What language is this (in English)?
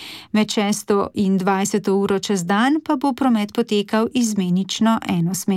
Slovenian